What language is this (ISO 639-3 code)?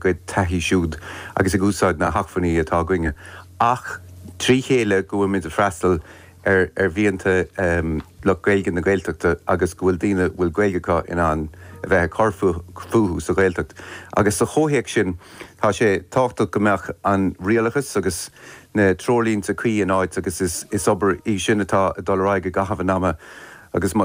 gle